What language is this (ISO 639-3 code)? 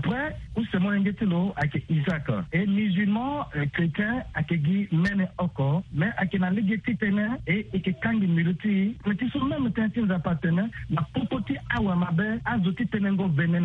sag